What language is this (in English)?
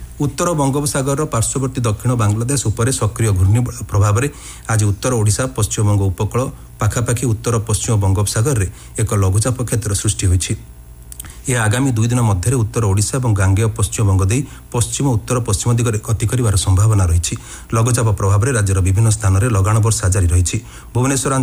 Odia